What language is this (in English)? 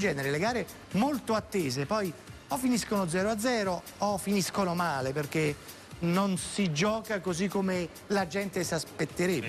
Italian